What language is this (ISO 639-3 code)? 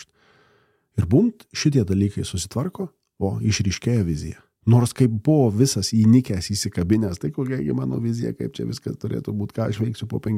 lit